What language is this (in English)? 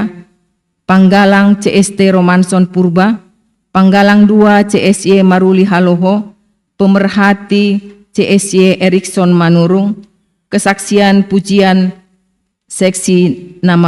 Batak Simalungun